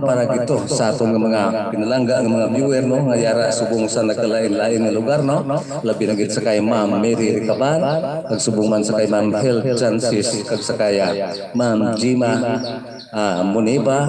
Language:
Hiligaynon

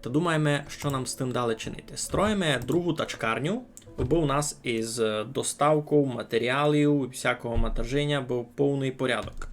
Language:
Rusyn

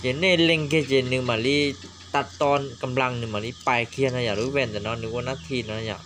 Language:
Hmong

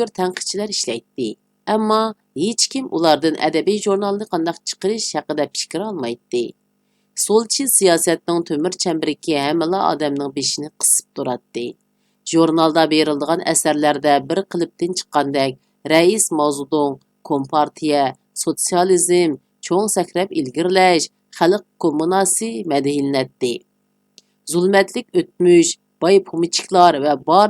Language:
Uyghur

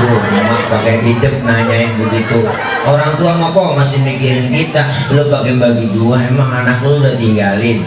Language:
Betawi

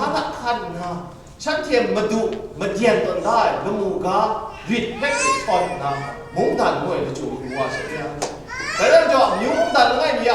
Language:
Kachin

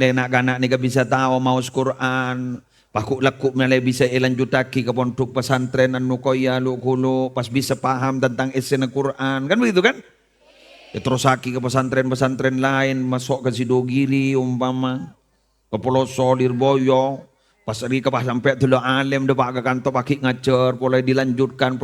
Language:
Madurese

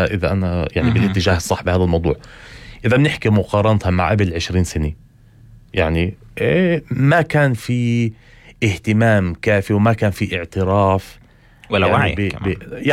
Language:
North Levantine Arabic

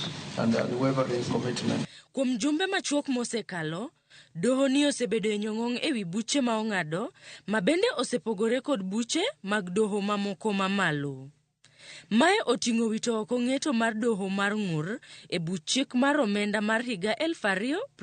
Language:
Luo (Kenya and Tanzania)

